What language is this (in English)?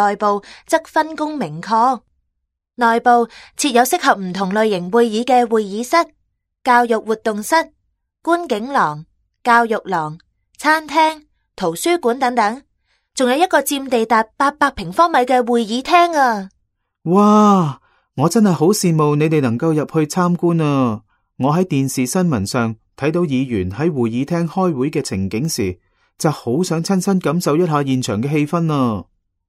Cantonese